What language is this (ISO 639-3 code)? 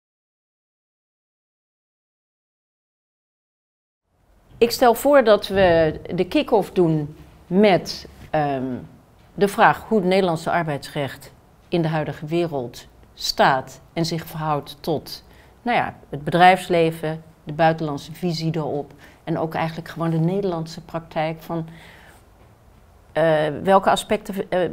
nld